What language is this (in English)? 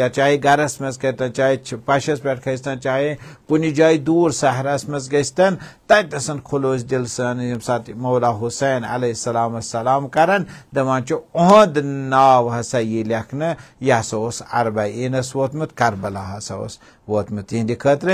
Kashmiri